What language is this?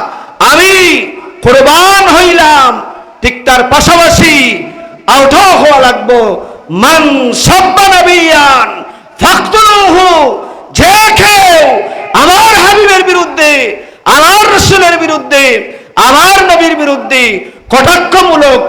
Sylheti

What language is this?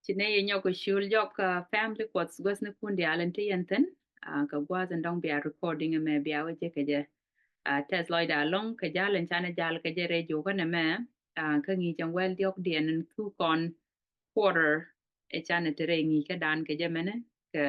Nuer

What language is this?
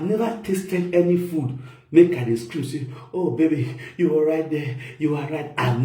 Nigerian Pidgin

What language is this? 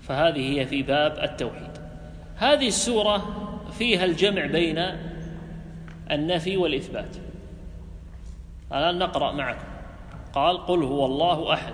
Arabic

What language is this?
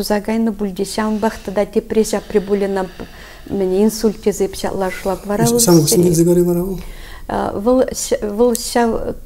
Chuvash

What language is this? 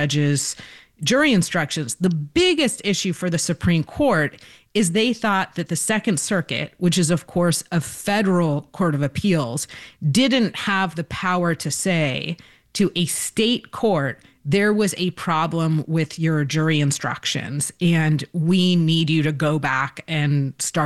English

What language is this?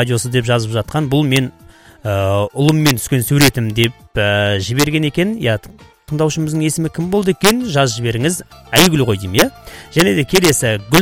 Kazakh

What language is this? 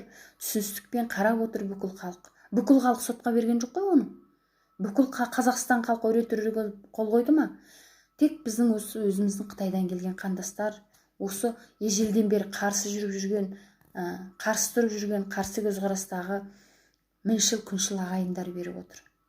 Kazakh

